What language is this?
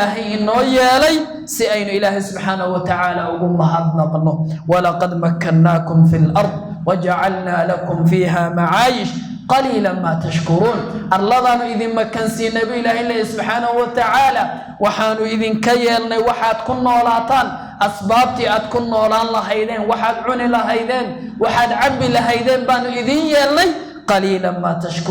Somali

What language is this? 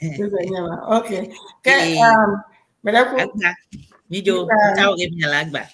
Ewe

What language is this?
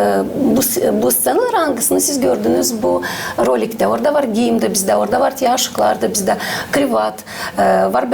Gagauz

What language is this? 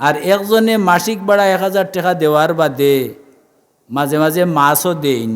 Sylheti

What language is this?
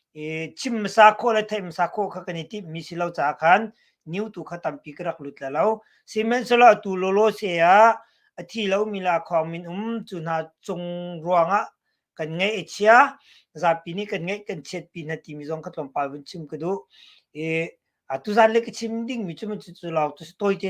Hakha Chin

